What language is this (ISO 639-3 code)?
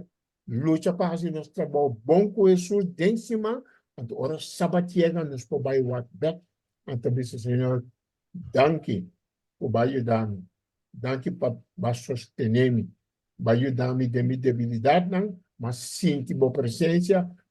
pap